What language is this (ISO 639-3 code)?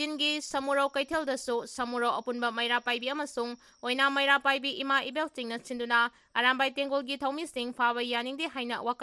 mni